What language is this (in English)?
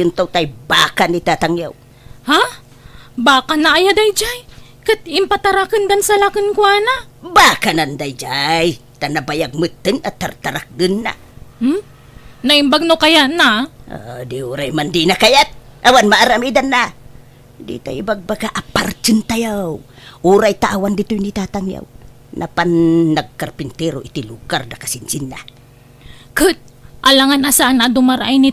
Iloko